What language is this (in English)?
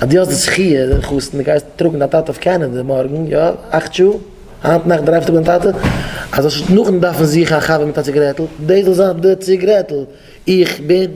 Yiddish